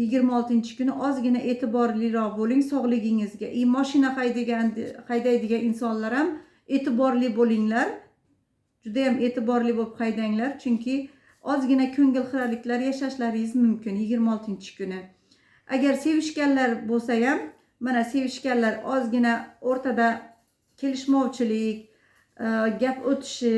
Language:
Uzbek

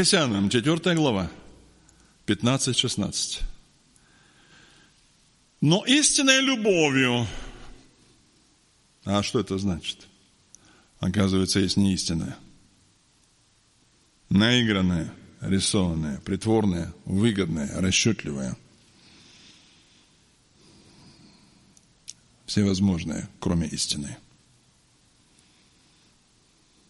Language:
Russian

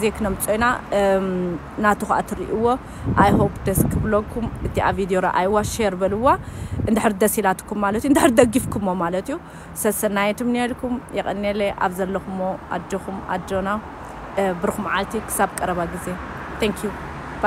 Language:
Tigrinya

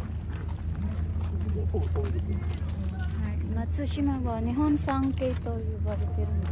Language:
Japanese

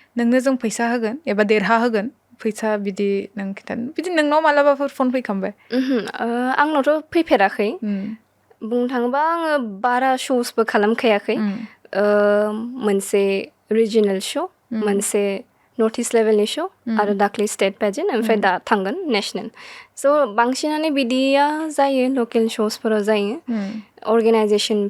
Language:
Bodo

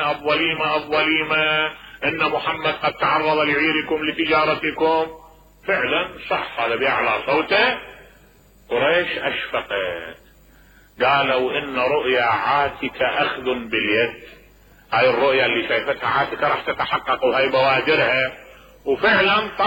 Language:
Mesopotamian Arabic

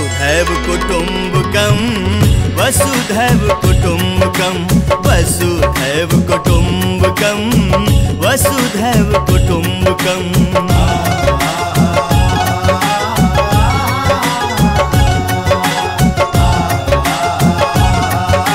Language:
Bhojpuri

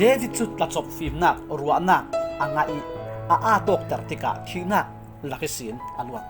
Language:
Falam Chin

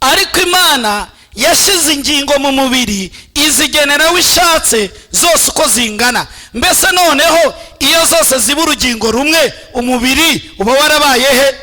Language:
Kinyarwanda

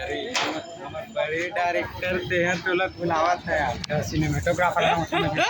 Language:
Chhattisgarhi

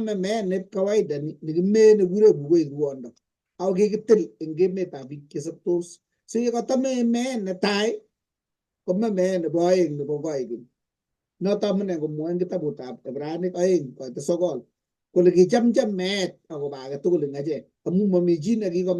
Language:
Kalenjin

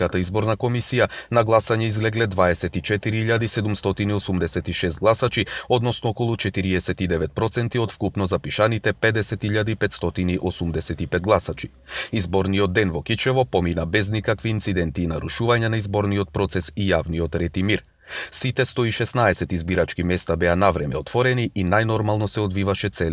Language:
Macedonian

